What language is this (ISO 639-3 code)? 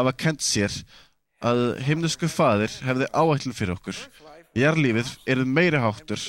isl